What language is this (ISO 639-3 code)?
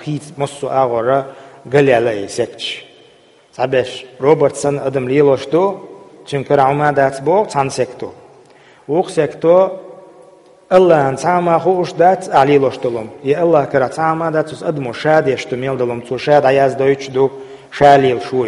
che